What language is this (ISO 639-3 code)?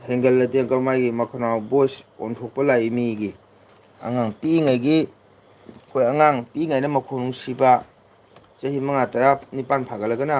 mni